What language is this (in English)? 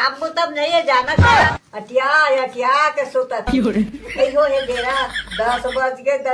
Chhattisgarhi